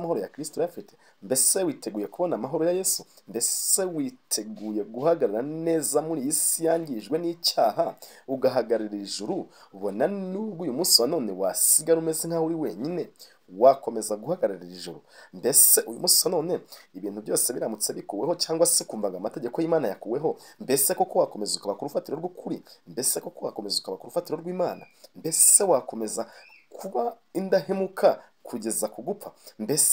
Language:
Kinyarwanda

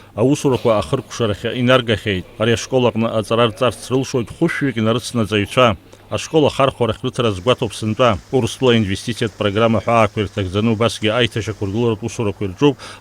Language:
Abkhazian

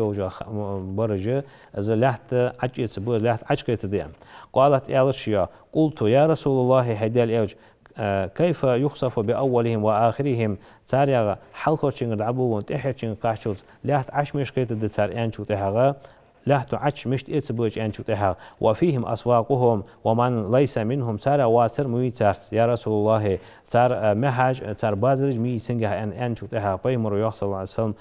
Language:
Ingush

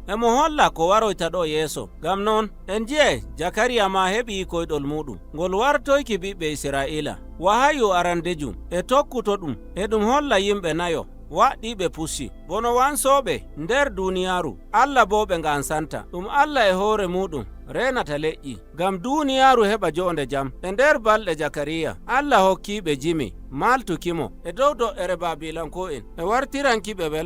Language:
Nigerian Fulfulde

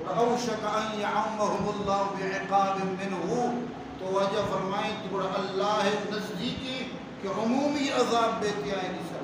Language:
Baluchi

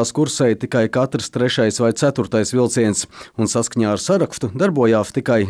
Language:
Latvian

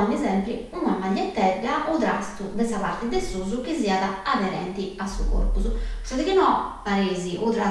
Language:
Sardinian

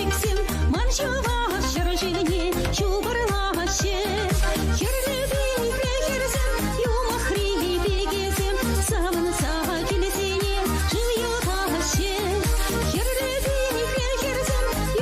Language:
Chuvash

